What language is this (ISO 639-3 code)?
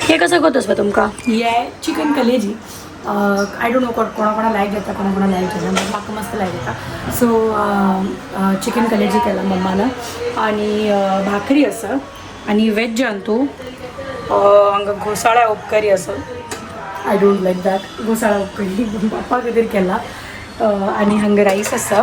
kok